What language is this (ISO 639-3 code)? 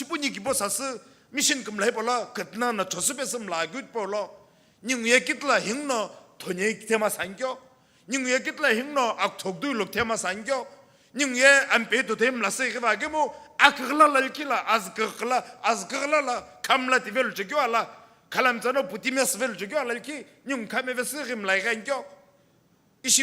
nsm